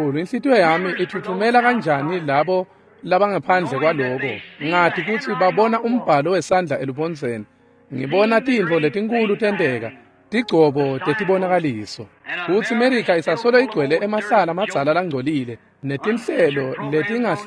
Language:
Swati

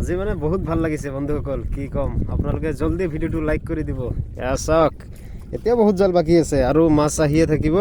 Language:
Assamese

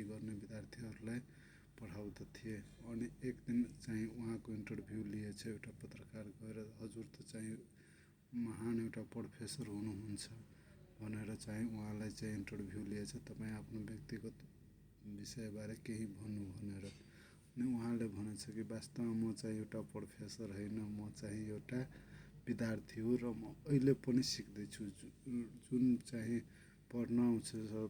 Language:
Nepali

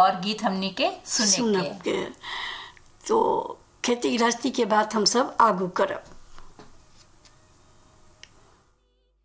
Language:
Bhojpuri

